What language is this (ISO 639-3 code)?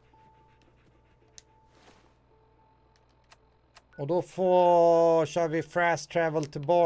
swe